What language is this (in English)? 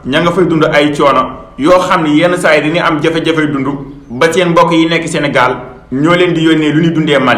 Wolof